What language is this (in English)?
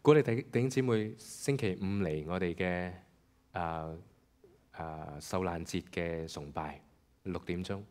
Cantonese